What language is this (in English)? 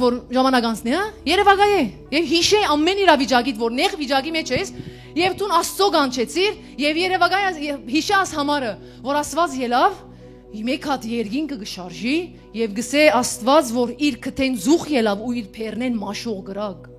Western Armenian